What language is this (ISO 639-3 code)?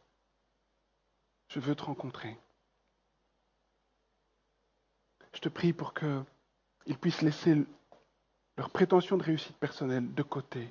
fra